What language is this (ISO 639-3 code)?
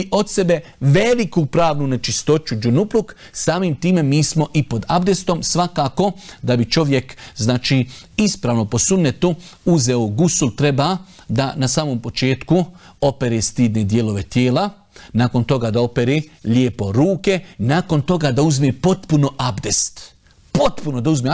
bos